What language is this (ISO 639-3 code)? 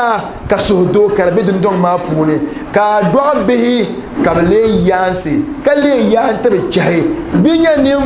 dag